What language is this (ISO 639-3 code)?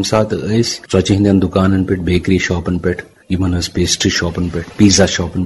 kas